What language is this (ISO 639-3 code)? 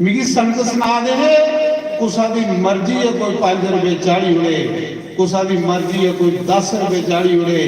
doi